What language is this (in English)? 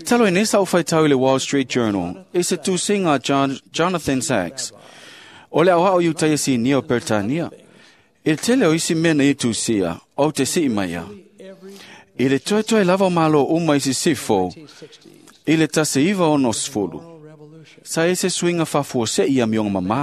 Samoan